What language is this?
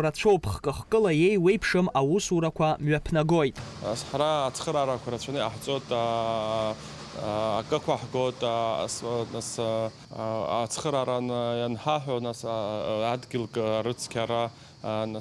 Abkhazian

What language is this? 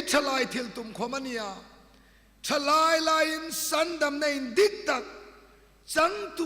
Hmar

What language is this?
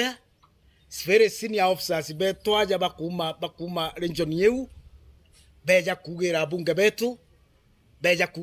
Meru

